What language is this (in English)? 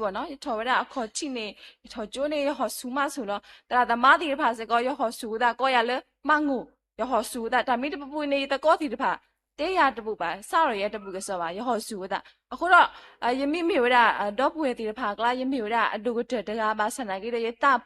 S'gaw Karen